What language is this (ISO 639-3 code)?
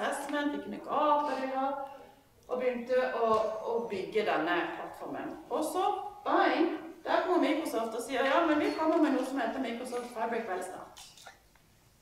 nor